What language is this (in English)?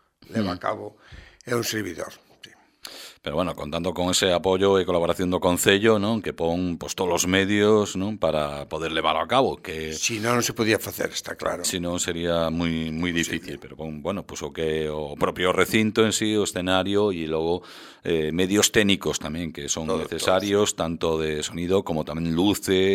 Galician